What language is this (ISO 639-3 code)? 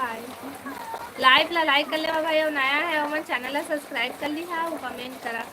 hne